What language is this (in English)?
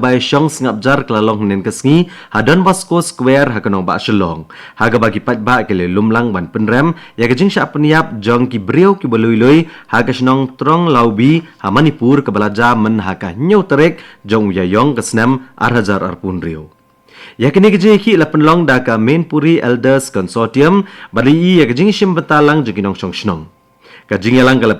Khasi